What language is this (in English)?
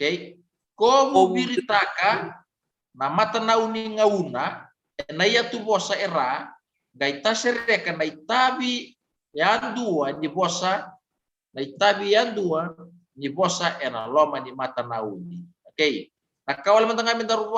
Fijian